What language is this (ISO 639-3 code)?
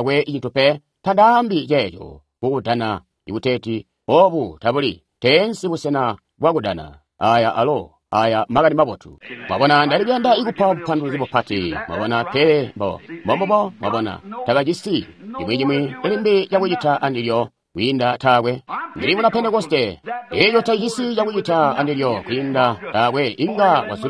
toi